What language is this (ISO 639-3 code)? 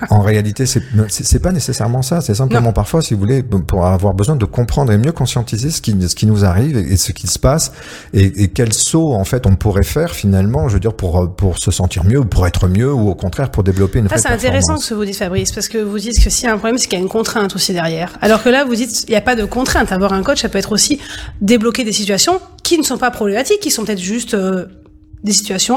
fra